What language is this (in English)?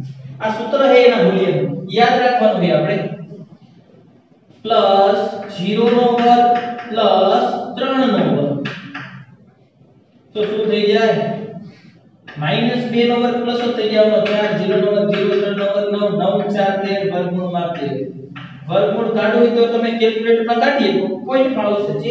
Gujarati